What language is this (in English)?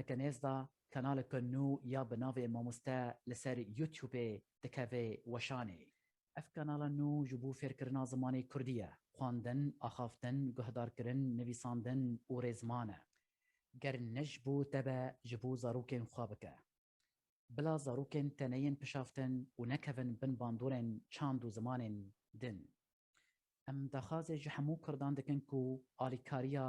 Kurdish